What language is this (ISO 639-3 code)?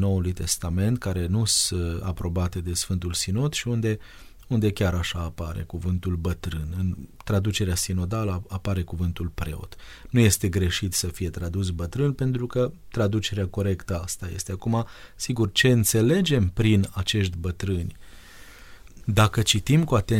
ron